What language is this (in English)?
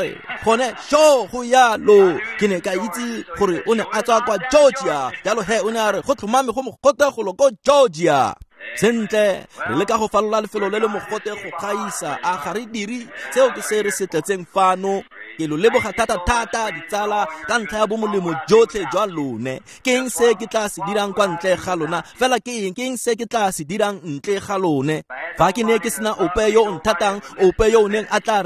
Tswana